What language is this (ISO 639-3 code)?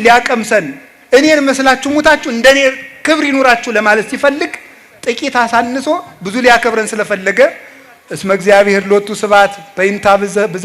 amh